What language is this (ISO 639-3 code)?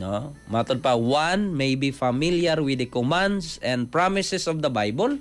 ceb